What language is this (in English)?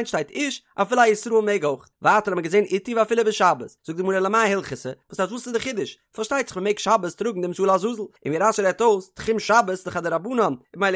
Yiddish